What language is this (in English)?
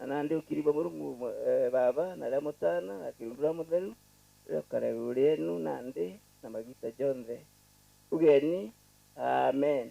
Meru